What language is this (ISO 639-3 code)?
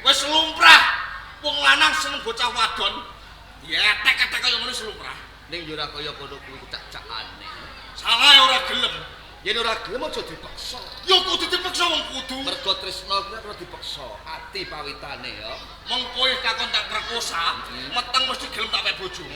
jav